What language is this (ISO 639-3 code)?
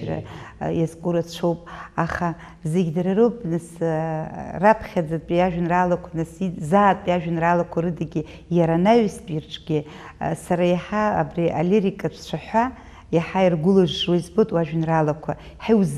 abk